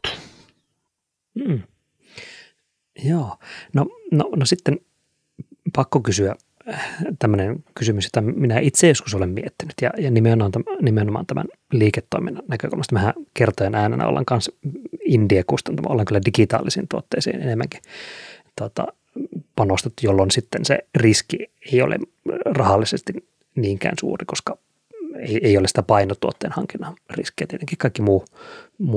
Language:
Finnish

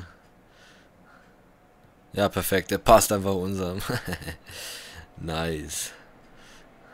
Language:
German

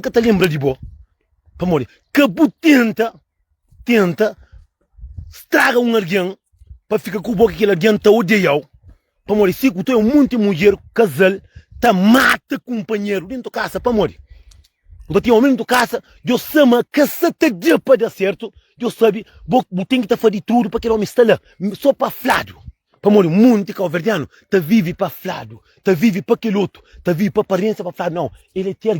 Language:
Kabuverdianu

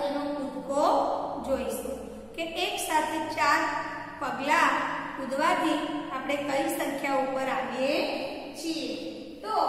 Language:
Gujarati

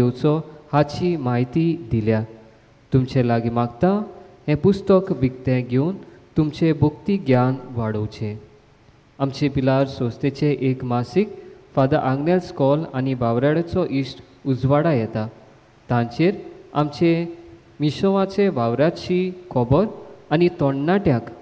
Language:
Konkani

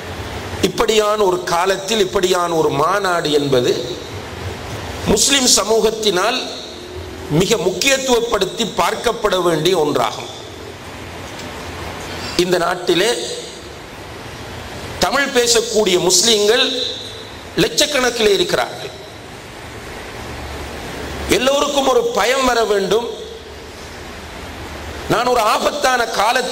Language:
Tamil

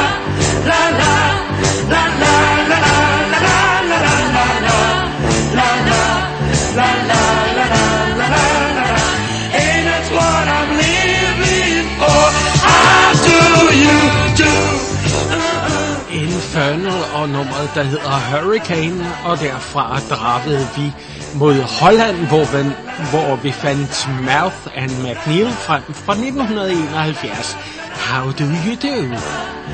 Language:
Danish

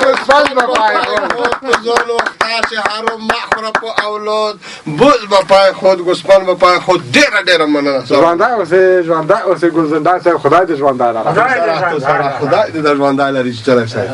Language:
Pashto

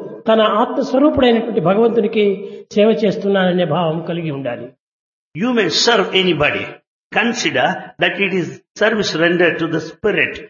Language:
Telugu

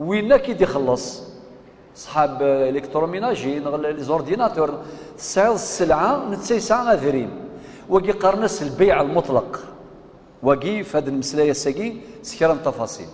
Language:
Kabyle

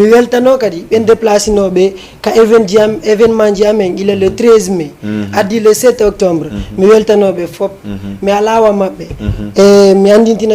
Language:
Fula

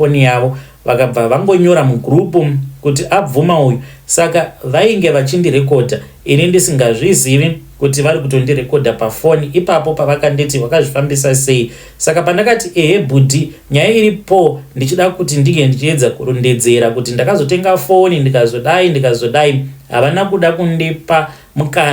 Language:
Shona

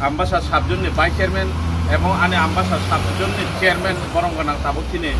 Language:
Kok Borok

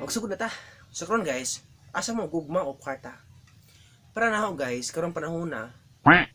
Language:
Cebuano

